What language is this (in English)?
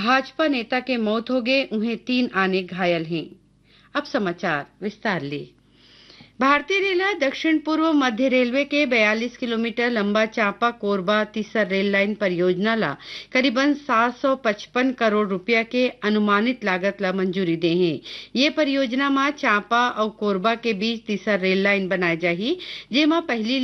Chhattisgarhi